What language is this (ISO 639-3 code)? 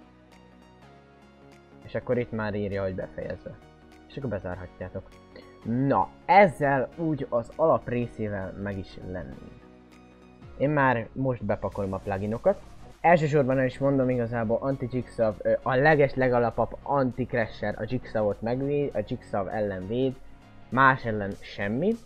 hun